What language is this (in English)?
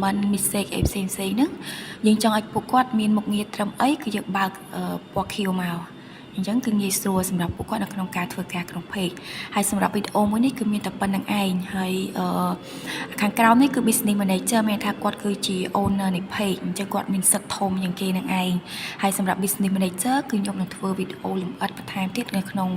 Khmer